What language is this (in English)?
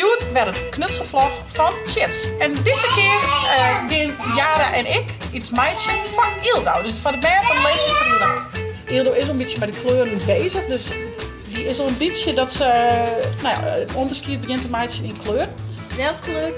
Western Frisian